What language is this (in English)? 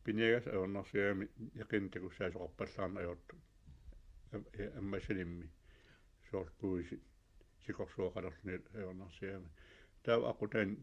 Kalaallisut